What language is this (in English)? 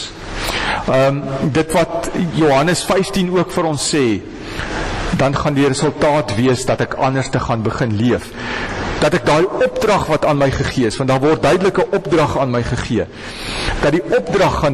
Afrikaans